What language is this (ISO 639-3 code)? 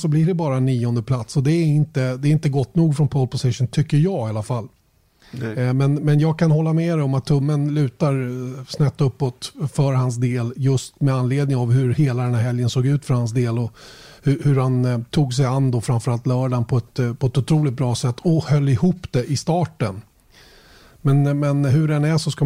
swe